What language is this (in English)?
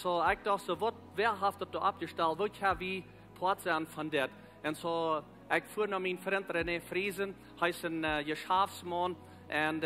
Plautdietsch